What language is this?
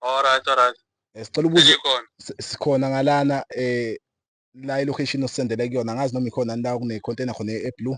Zulu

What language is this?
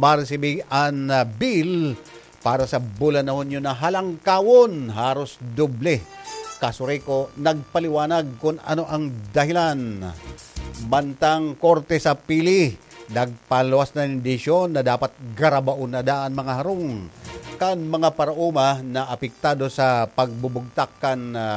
Bikol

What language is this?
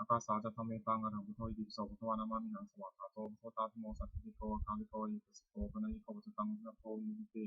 Pali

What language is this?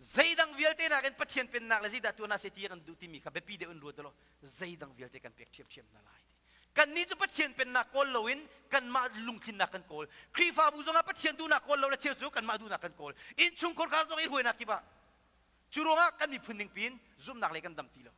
Hakha Chin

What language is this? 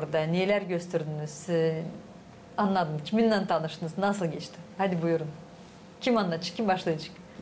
Gagauz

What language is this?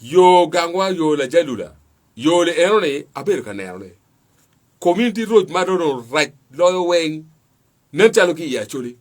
Acoli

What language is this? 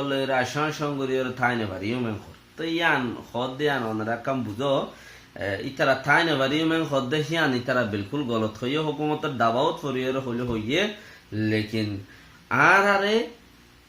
Rohingya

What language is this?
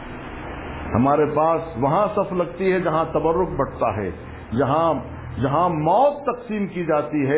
Urdu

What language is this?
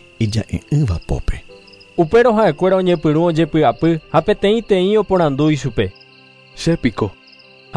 Guarani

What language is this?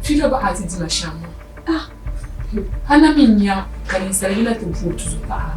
Dagbani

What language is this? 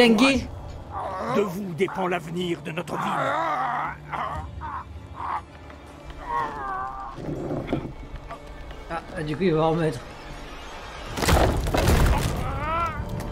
French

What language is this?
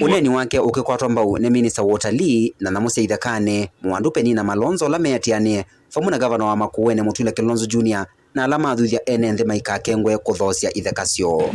Kamba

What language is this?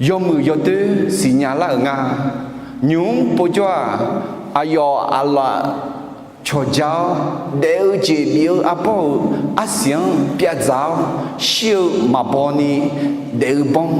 Akha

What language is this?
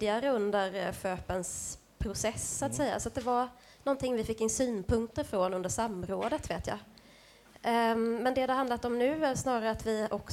Swedish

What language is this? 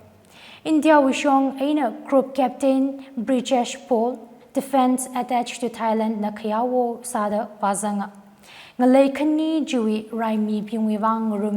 Tangkhul Naga (India)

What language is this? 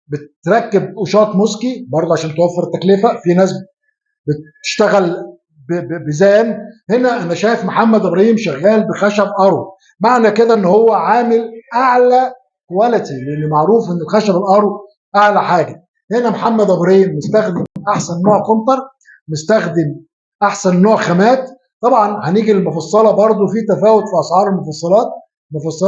Egyptian Arabic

